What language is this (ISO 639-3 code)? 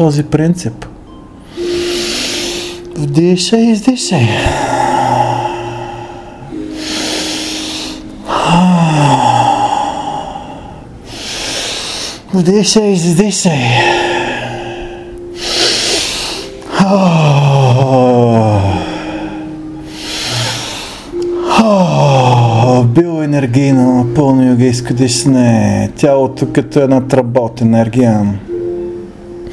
bul